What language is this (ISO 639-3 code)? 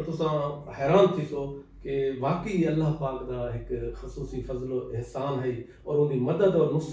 skr